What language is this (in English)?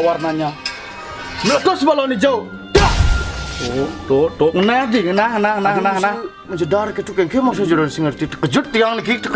Balinese